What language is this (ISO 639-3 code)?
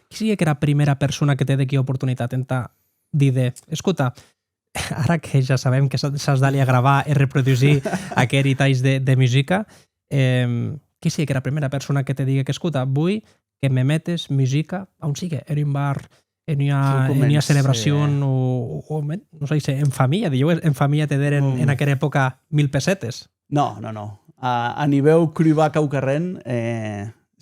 oci